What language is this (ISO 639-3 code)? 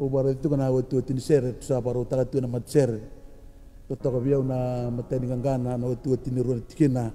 fij